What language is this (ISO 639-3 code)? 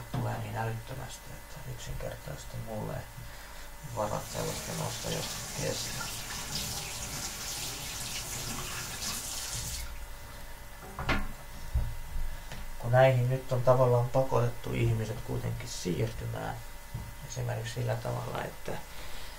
fin